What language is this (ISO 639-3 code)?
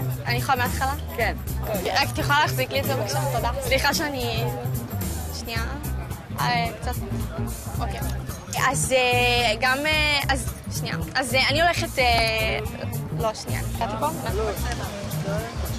heb